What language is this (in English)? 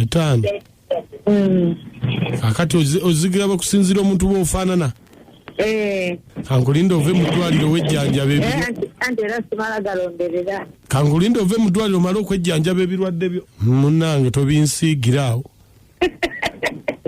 Ganda